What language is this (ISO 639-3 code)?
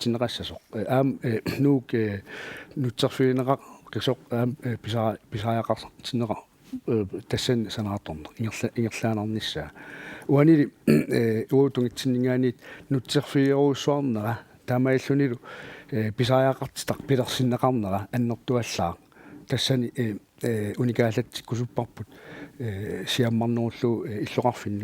kal